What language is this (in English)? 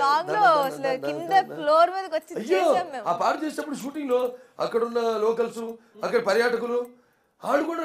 Telugu